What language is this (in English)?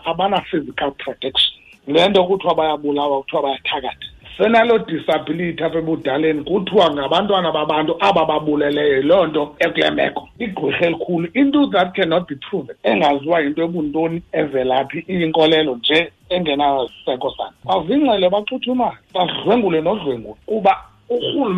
Xhosa